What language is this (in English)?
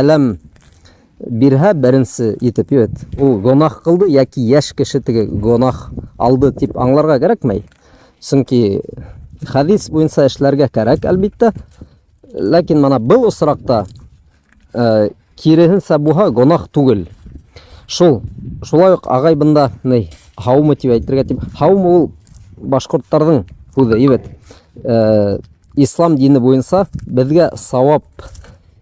Bashkir